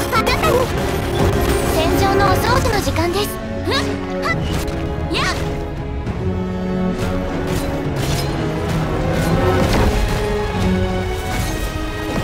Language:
Japanese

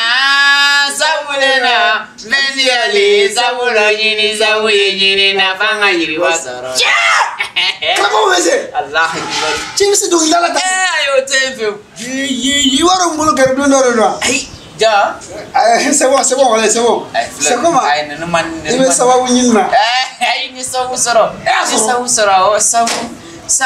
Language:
Bambara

